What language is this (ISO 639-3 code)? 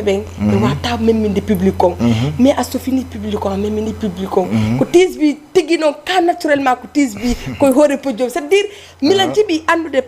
ful